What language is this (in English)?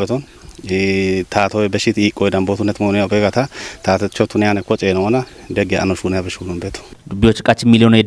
Kafa